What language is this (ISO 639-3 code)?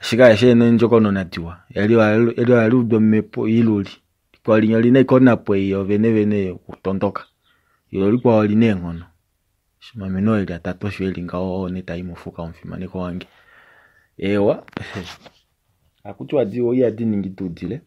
kua